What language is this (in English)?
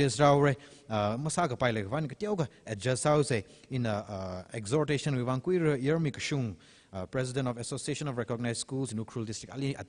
Tangkhul Naga (India)